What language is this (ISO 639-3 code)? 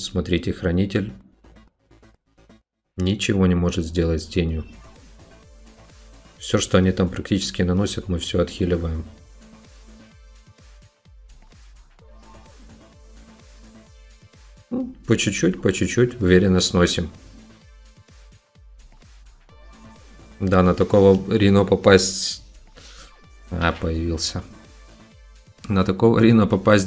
rus